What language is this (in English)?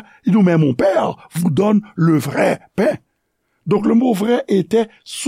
Haitian Creole